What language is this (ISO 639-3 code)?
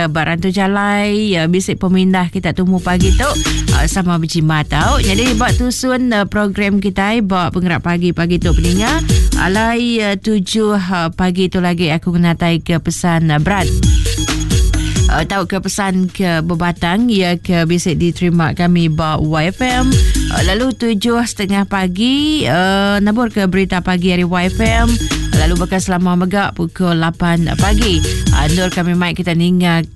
iba